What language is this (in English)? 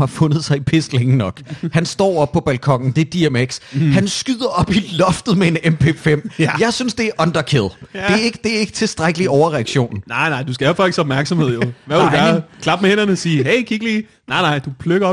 Danish